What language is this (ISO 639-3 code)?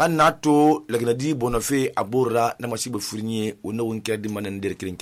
sus